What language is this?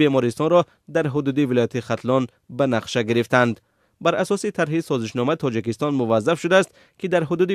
Tajik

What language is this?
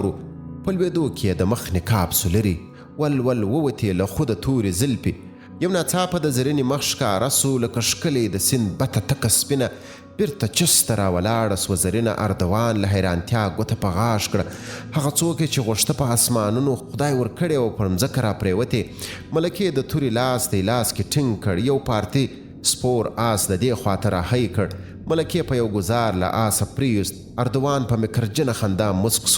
Pashto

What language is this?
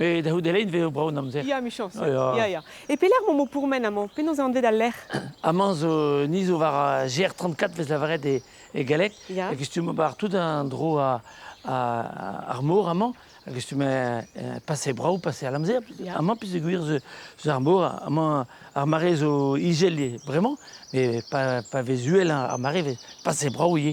Breton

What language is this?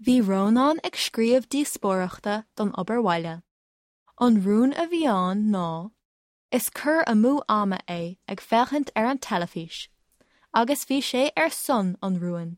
Irish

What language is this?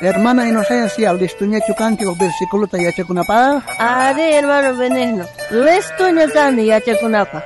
South Bolivian Quechua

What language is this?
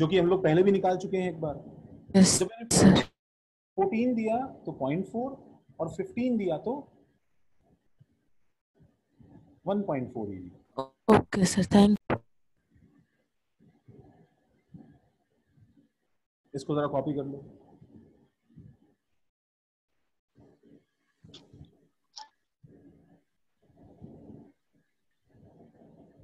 Hindi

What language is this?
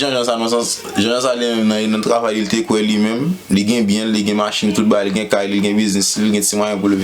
Haitian Creole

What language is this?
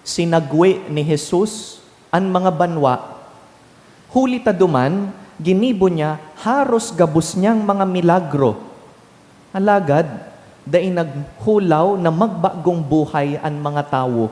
Bikol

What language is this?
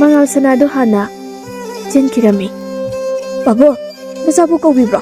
Manipuri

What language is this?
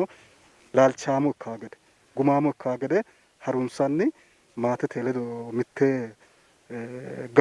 Sidamo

